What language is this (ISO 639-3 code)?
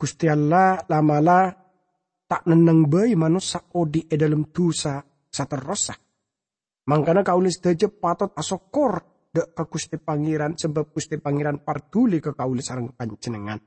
mad